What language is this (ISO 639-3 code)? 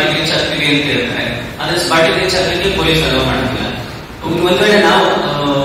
kan